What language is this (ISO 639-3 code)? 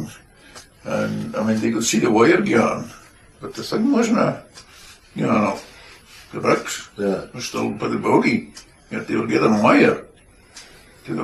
sco